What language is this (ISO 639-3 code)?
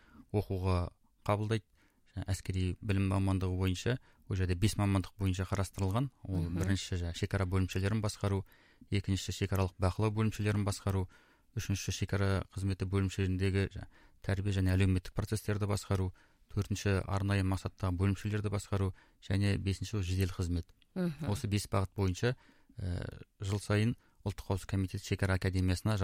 kaz